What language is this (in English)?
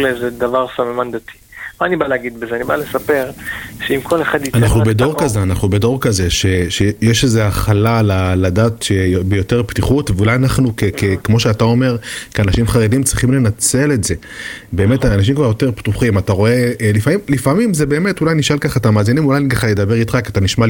Hebrew